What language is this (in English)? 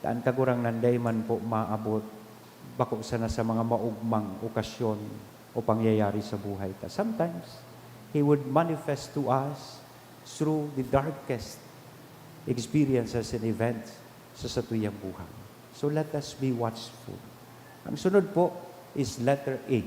Bikol